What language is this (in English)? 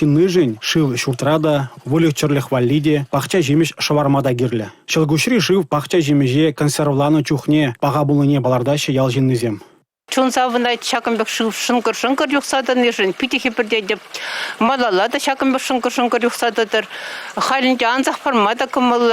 Chuvash